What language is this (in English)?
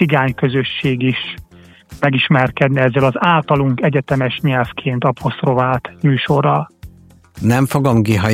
Hungarian